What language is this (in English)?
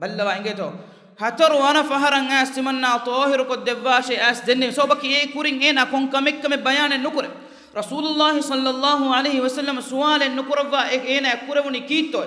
Divehi